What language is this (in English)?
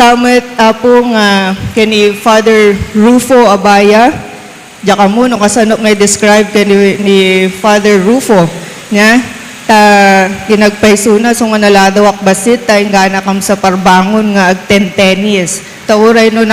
Iloko